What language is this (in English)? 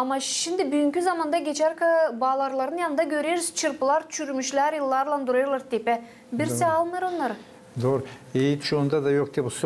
Gagauz